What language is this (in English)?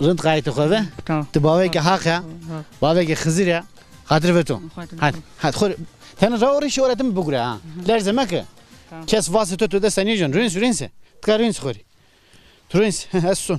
Zaza